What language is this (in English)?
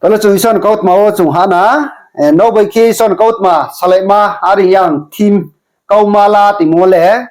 Riang (India)